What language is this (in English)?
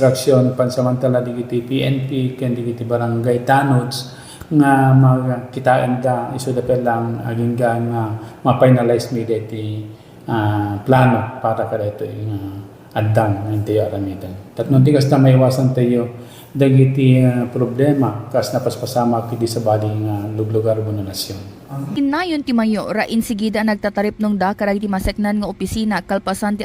Iloko